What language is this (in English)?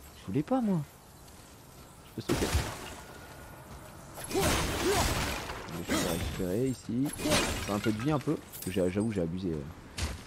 French